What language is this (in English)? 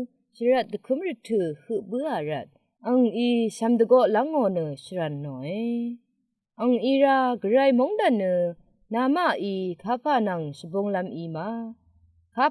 Rawang